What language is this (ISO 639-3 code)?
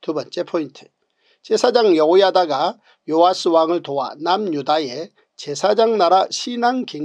kor